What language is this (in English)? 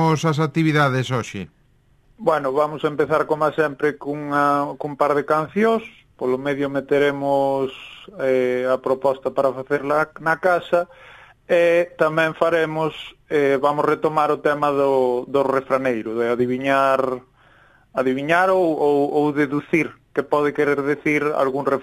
Galician